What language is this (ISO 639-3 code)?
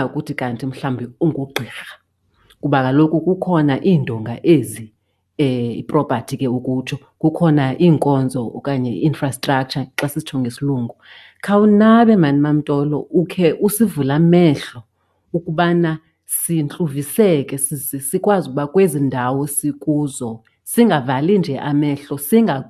xho